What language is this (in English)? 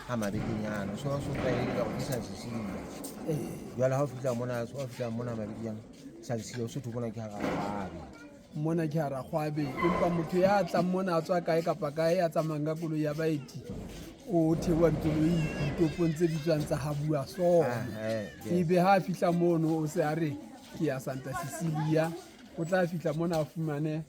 Southern Sotho